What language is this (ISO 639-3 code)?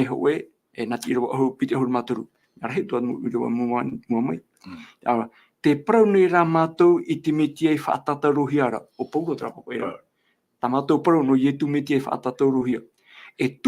tah